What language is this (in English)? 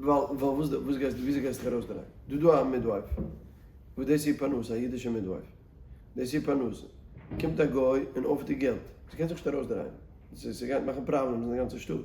Yiddish